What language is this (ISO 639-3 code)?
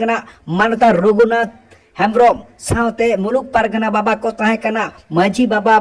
sat